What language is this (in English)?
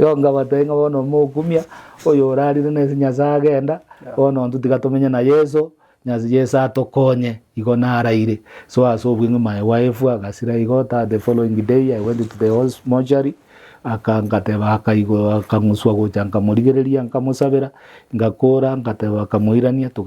Gusii